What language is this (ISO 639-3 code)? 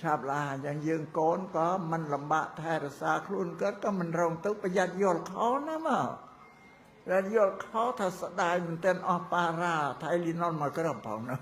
khm